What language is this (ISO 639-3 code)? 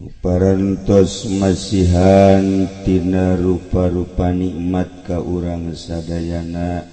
sun